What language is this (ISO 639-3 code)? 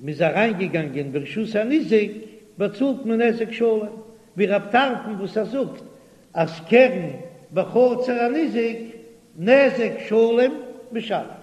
yid